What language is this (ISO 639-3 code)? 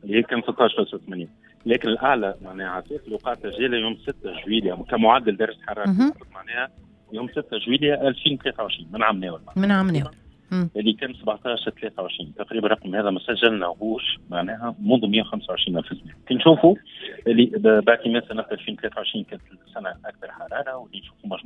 aeb